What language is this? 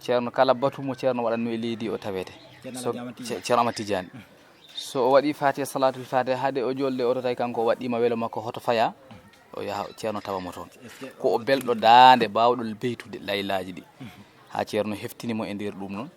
Fula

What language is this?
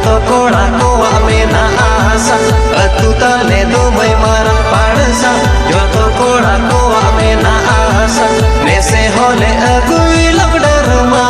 Santali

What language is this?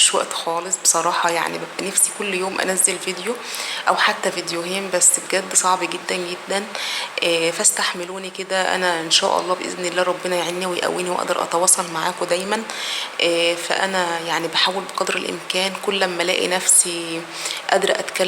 Egyptian Arabic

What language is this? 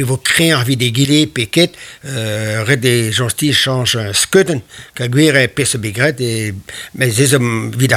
Breton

